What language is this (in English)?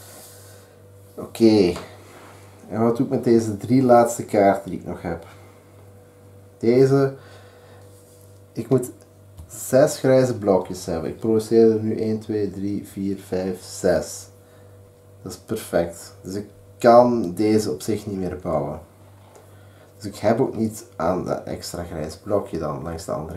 Dutch